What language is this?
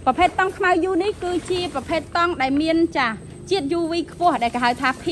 Khmer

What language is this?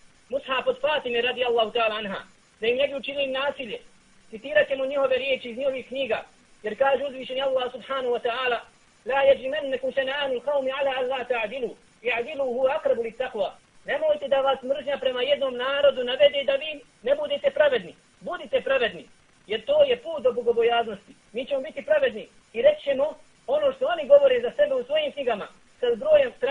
Bosnian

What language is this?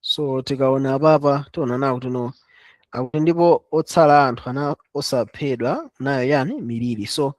Nyanja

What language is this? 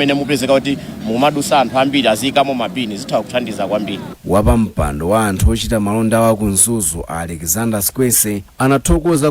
Nyanja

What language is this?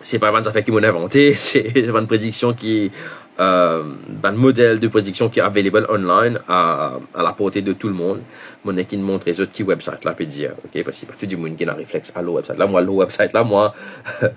Morisyen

